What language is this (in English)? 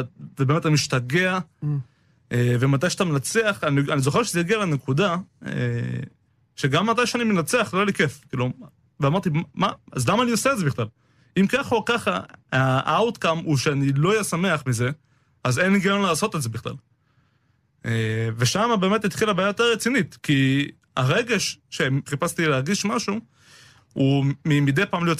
Hebrew